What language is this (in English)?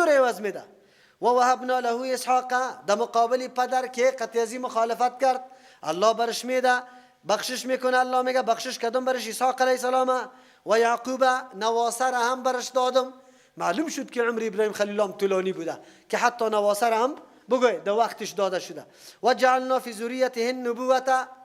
Persian